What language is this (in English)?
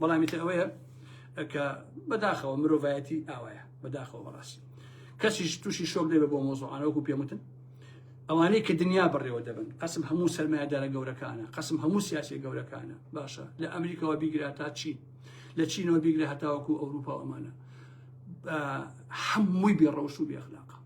Central Kurdish